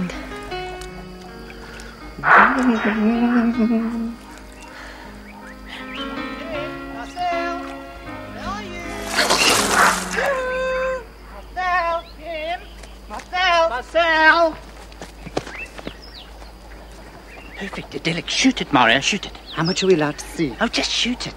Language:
Afrikaans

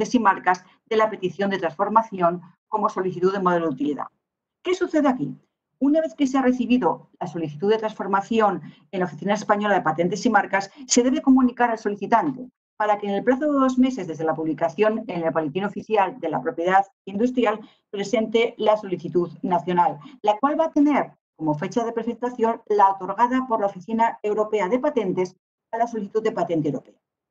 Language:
Spanish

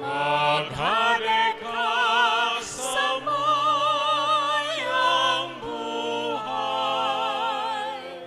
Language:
Bikol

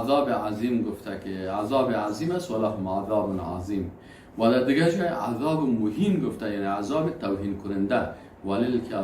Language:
Persian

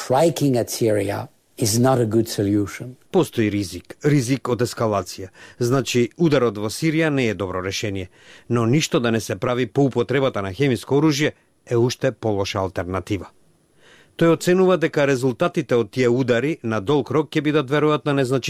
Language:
Macedonian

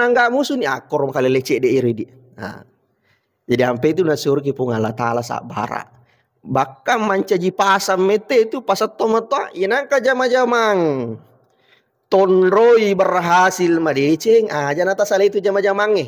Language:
Buginese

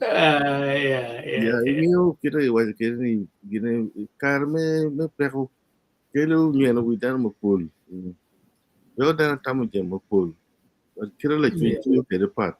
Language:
Acoli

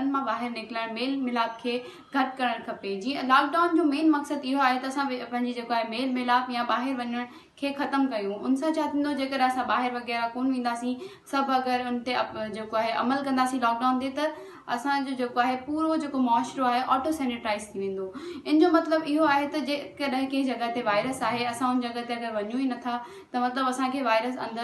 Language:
Sindhi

